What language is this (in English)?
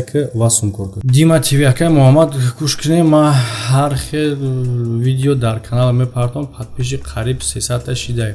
Tajik